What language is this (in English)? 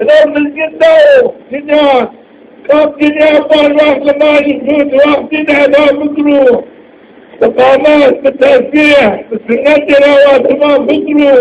Zaza